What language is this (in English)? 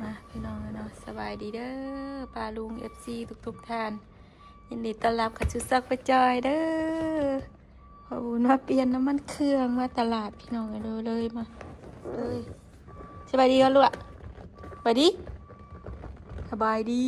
Northeastern Thai